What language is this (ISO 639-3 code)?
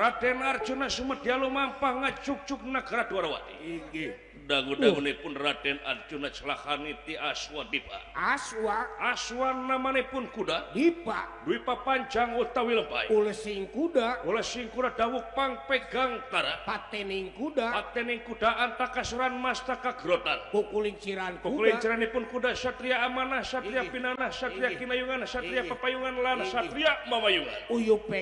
sun